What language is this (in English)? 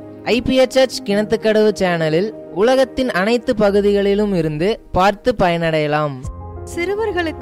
Tamil